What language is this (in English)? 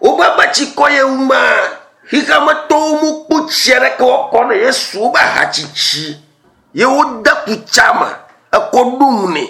Ewe